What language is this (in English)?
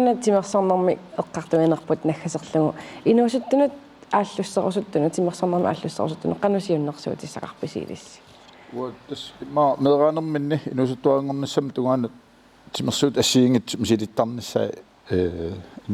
Kalaallisut